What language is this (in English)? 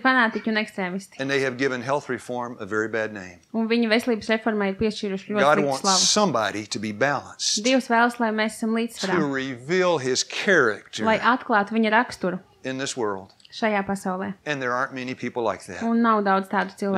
Latvian